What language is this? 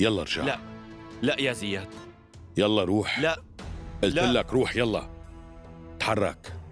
North Levantine Arabic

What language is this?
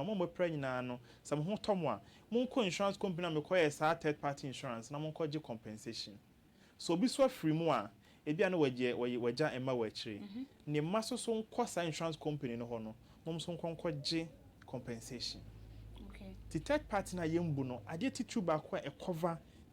Akan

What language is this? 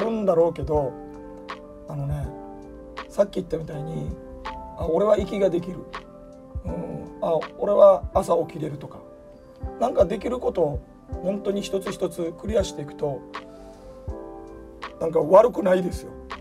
Japanese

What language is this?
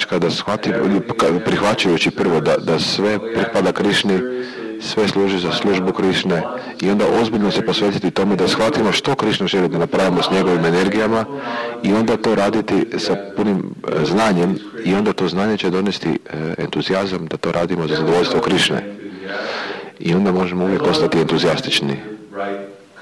Croatian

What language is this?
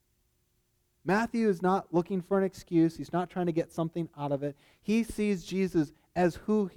English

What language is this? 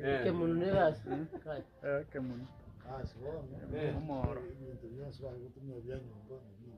Gusii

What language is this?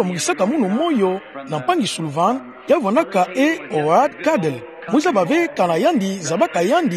Kituba (Democratic Republic of Congo)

